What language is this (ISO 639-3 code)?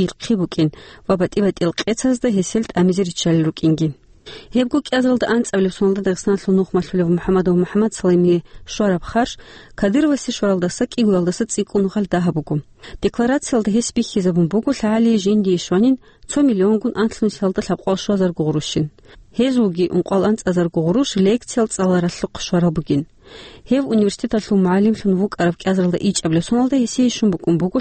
ava